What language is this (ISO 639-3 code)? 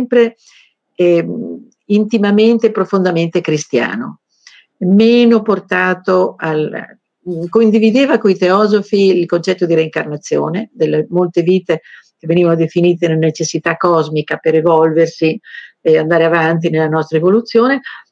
ita